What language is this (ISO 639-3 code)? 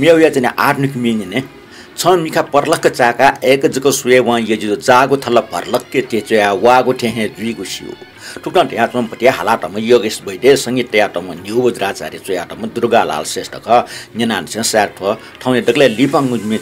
new